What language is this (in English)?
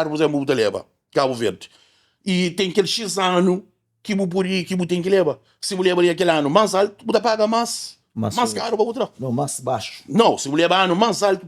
Kabuverdianu